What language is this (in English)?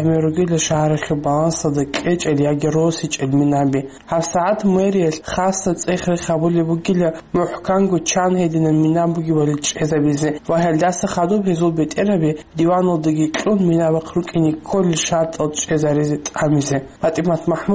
Avaric